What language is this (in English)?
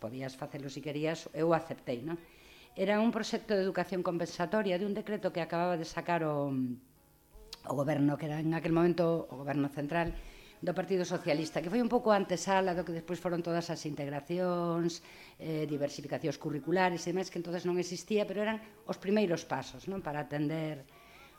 Galician